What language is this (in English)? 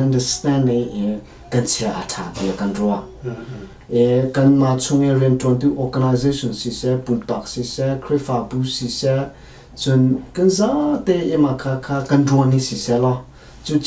Hakha Chin